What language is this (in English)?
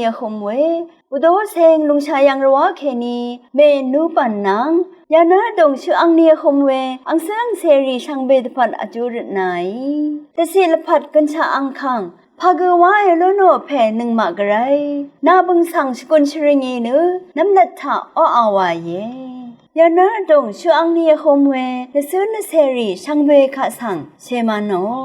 Rawang